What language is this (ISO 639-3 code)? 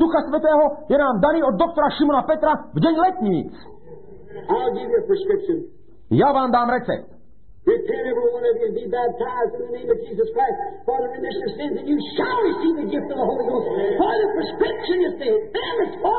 slk